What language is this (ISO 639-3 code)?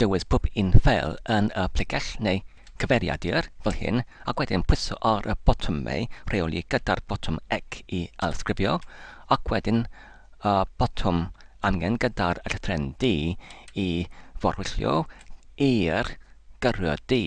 cym